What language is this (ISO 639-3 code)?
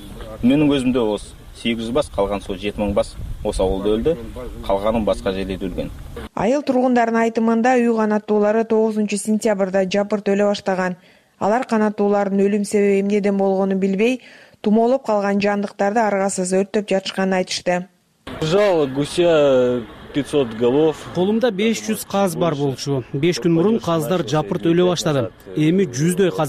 kir